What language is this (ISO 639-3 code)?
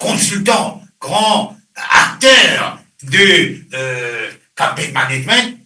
mfe